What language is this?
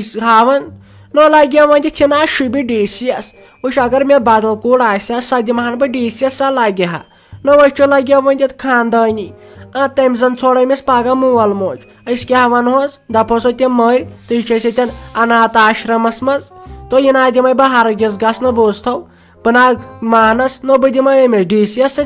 Kashmiri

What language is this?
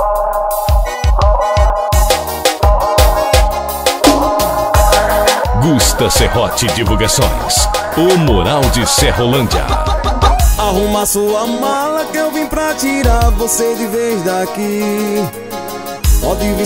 Portuguese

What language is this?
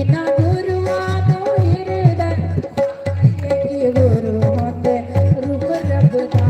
Dogri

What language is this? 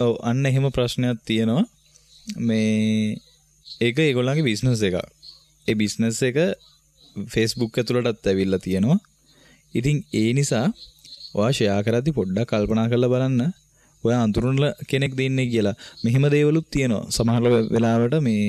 Sinhala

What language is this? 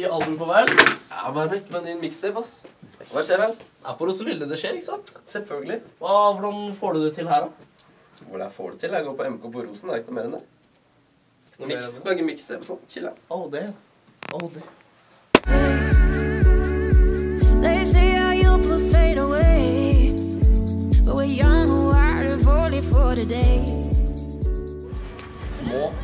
Norwegian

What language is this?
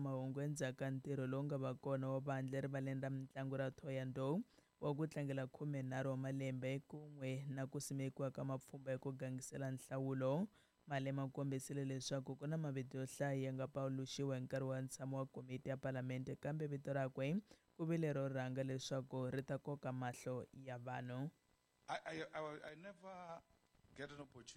Tsonga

